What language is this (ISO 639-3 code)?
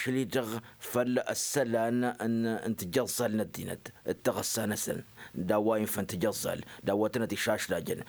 taq